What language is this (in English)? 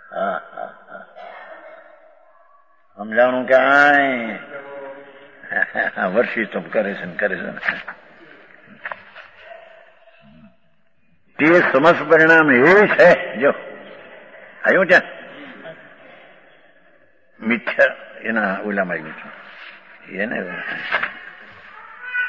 Gujarati